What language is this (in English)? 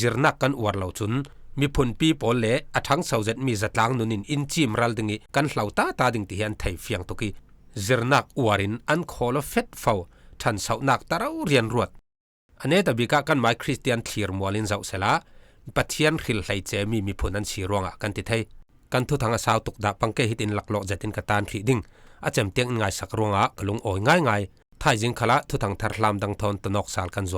Falam Chin